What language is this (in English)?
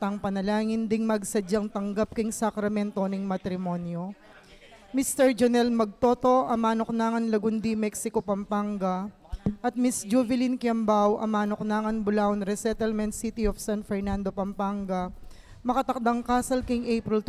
Pampanga